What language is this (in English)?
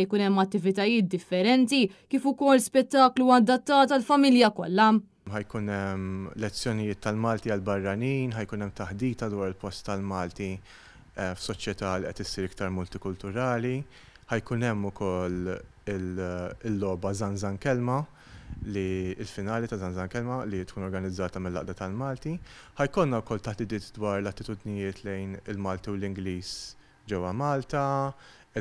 Maltese